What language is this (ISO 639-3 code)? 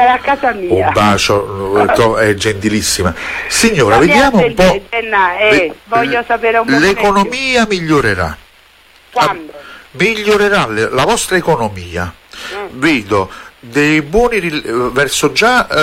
ita